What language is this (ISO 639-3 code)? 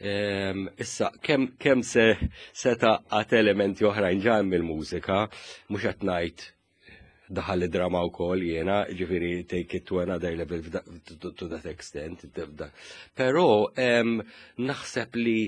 mlt